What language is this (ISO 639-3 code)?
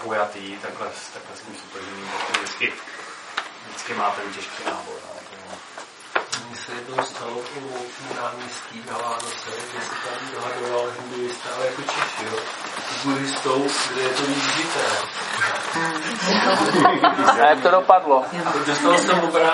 ces